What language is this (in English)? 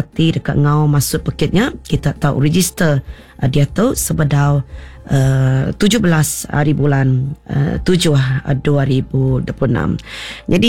Iban